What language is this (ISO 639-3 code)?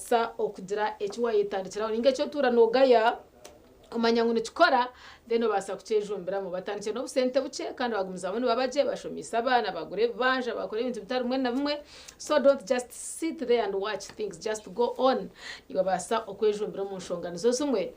nyn